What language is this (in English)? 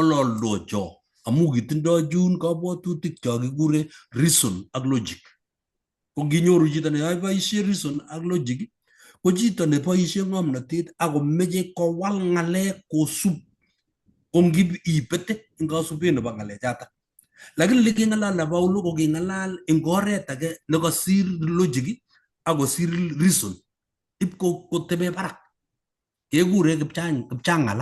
Kalenjin